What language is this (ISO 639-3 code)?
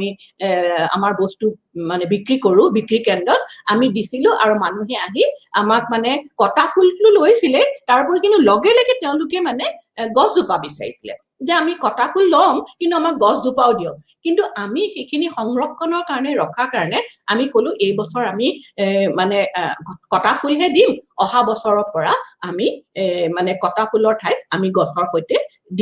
asm